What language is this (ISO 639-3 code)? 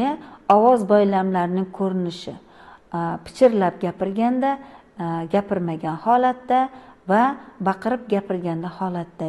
uzb